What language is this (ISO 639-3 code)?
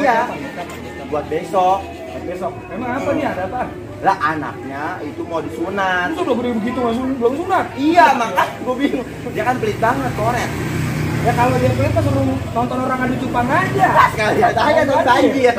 bew